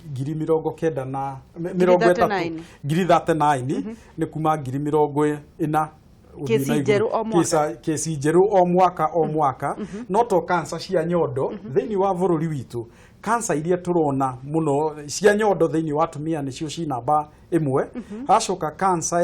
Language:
Kikuyu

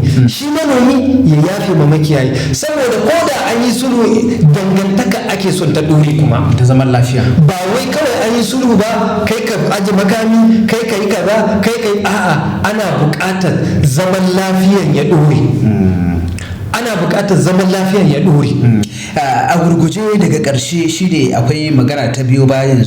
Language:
Hausa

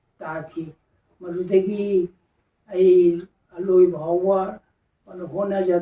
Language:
Manipuri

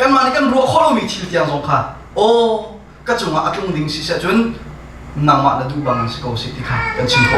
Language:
Hakha Chin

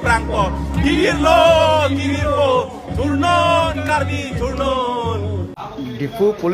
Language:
Karbi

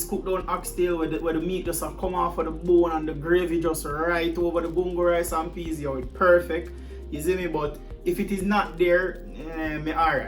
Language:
Jamaican Creole English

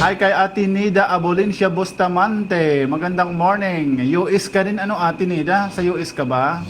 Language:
Waray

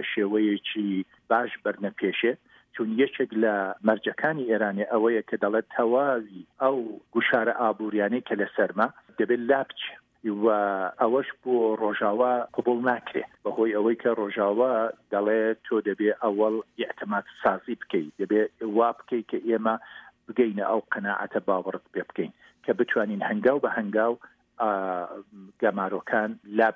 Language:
Central Kurdish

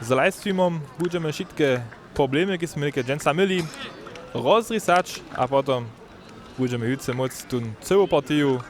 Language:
Upper Sorbian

